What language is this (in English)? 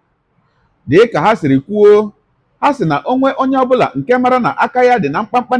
Igbo